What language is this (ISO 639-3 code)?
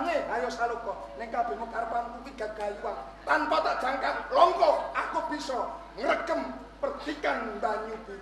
jav